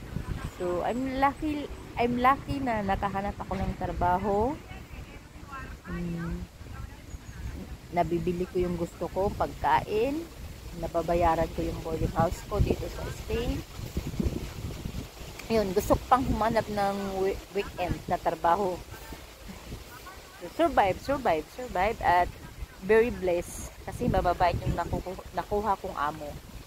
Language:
Filipino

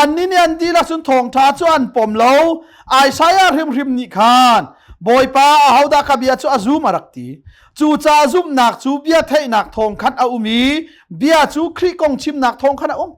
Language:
Hakha Chin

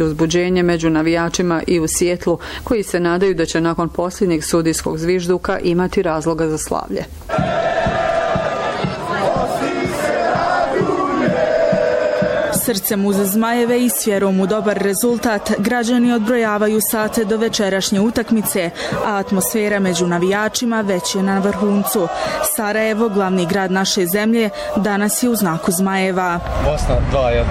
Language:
Bosnian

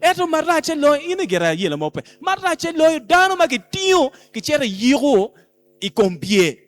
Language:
Acoli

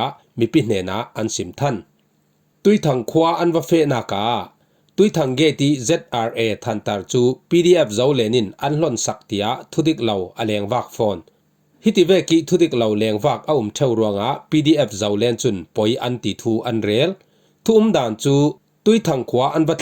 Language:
Falam Chin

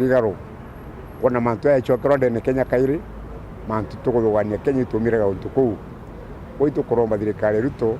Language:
Meru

